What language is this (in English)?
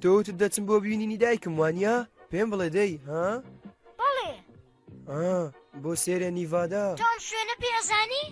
Central Kurdish